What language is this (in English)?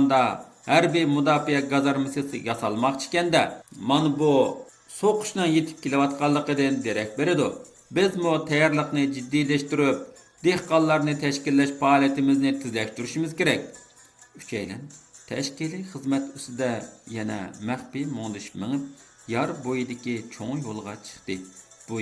Uyghur